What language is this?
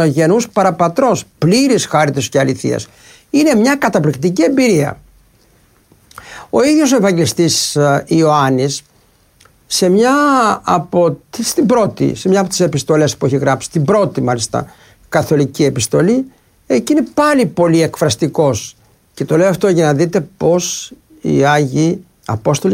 Greek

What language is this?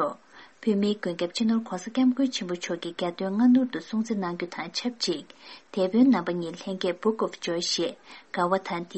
Tibetan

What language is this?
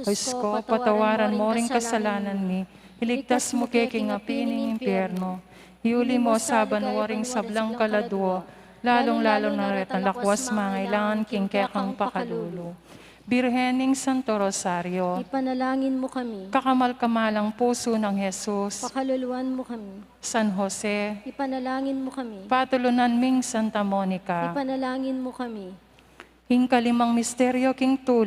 Pampanga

